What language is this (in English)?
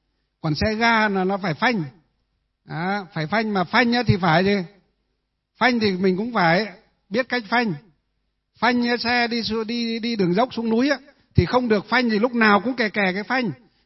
Vietnamese